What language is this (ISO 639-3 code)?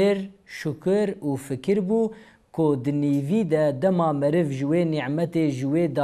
kur